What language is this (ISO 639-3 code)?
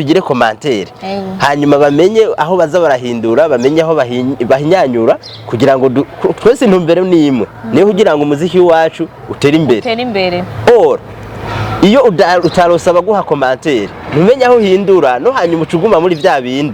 run